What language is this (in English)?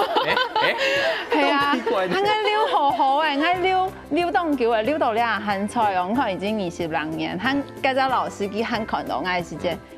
Hakka Chinese